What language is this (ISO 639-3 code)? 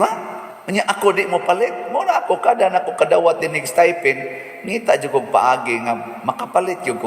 ceb